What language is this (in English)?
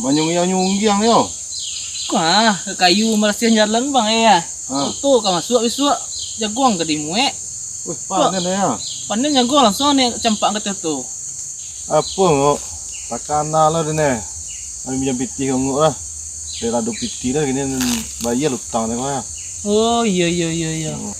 Minangkabau